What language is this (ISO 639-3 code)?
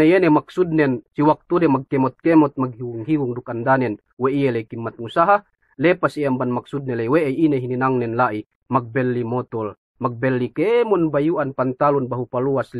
yka